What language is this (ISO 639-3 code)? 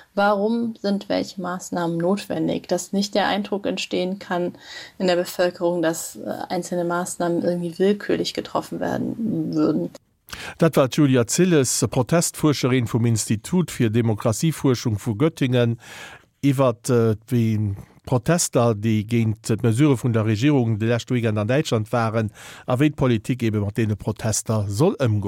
ltz